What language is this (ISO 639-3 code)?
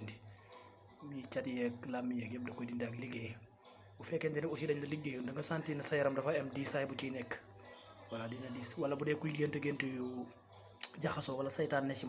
wol